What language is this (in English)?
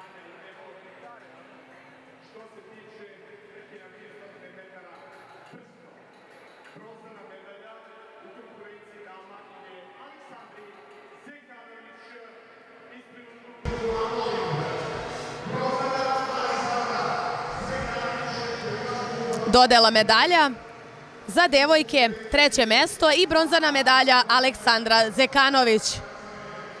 Serbian